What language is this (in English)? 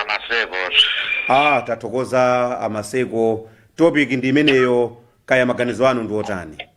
Nyanja